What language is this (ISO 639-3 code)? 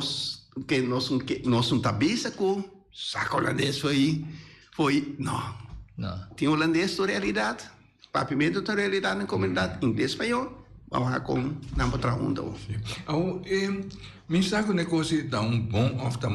pap